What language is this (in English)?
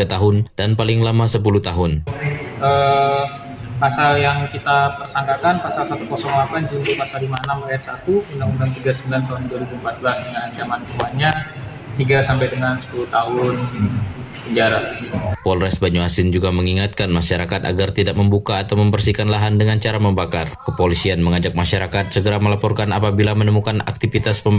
Indonesian